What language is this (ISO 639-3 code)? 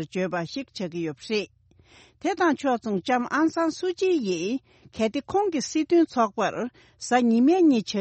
bod